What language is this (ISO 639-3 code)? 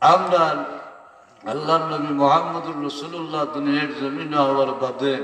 syl